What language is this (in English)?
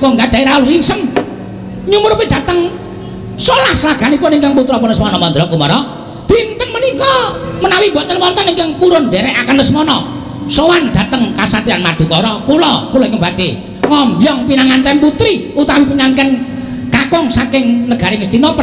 Javanese